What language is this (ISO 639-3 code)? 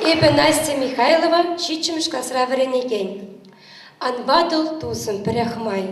chv